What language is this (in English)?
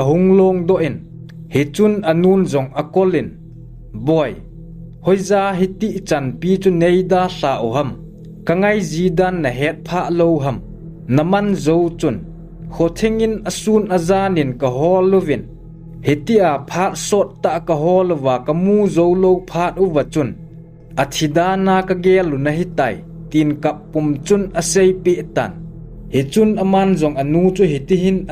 Thado Chin